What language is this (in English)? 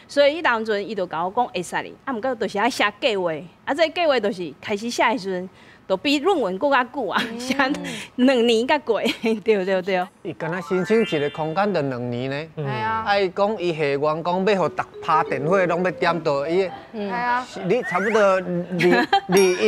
Min Nan Chinese